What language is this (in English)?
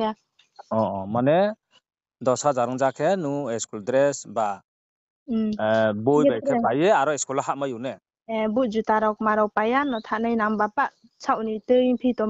Riang (India)